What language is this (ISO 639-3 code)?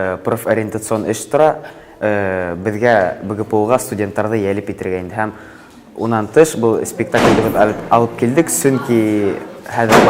bak